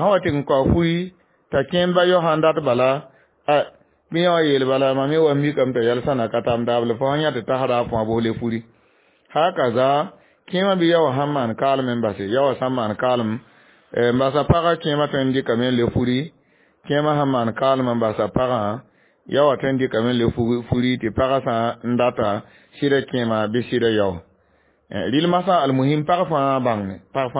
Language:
Mossi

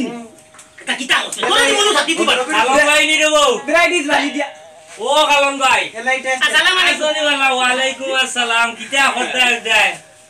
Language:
Sylheti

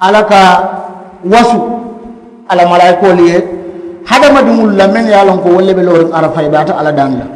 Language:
Mandingo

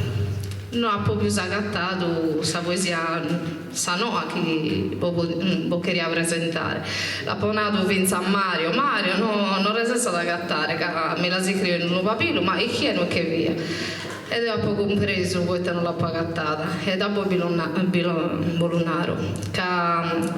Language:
Sardinian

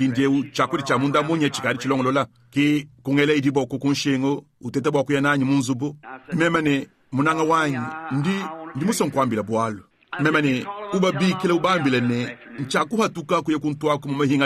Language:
Luba-Lulua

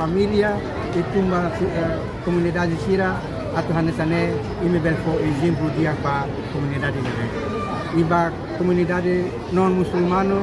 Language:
Tetum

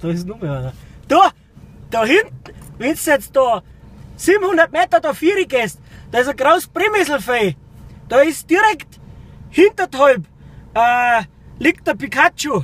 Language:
Bavarian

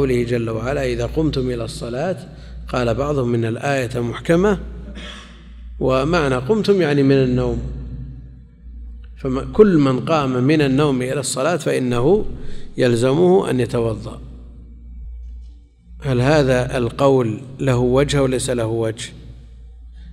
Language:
Arabic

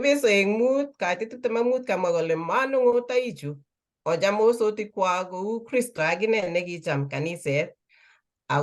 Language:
Kalenjin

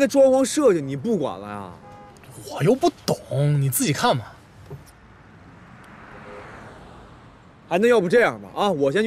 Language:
Chinese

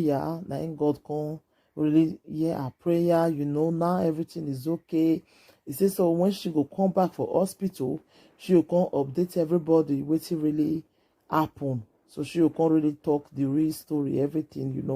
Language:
Nigerian Pidgin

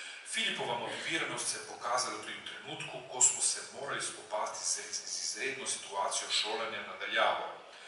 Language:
Slovenian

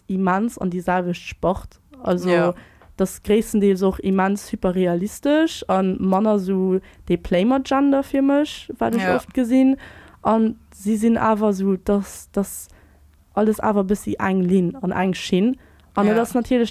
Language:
Luxembourgish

